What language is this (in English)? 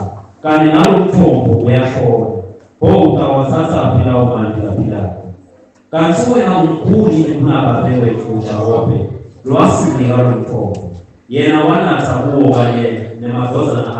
Swati